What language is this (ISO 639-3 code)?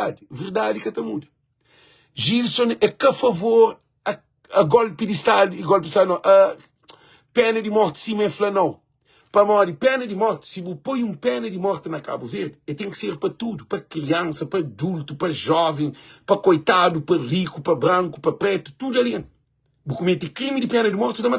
kea